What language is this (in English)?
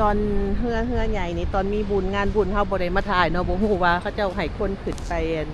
Lao